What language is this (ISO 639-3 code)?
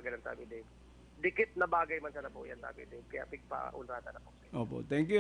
bik